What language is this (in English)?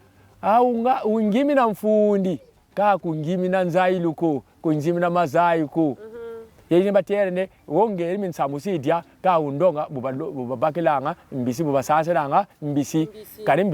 Kongo